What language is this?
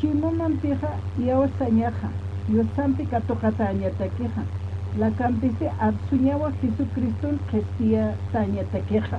Aymara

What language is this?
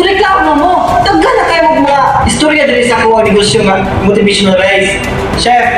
Cebuano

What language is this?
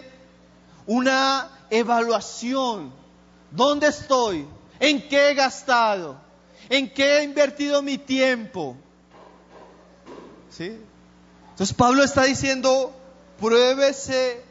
Spanish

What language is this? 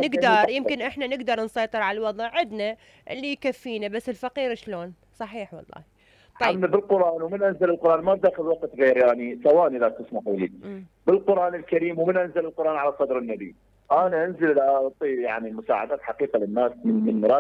Mesopotamian Arabic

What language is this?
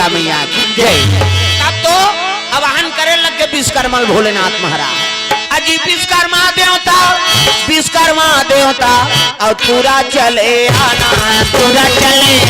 Chhattisgarhi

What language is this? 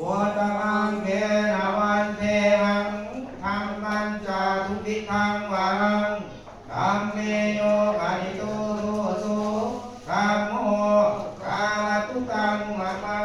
Pali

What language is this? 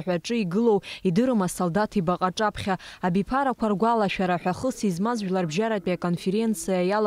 Abkhazian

